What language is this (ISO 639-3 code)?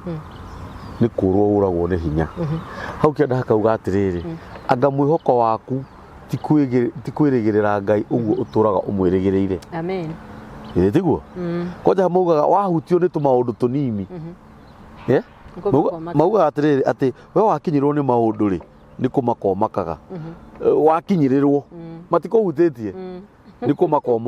kik